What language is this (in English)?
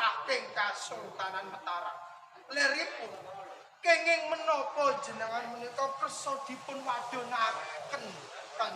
Javanese